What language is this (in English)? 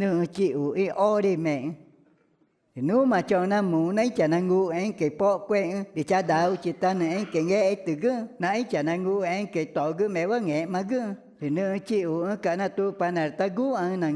Ticuna